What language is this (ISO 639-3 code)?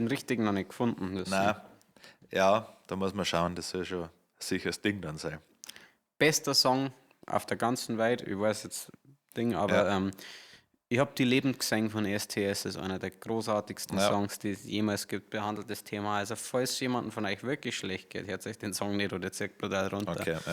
bar